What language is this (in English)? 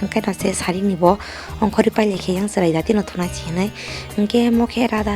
Kok Borok